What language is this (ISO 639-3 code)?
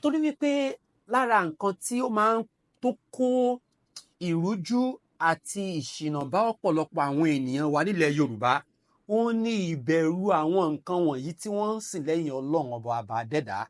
yor